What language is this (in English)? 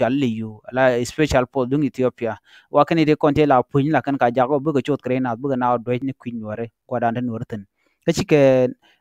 Nuer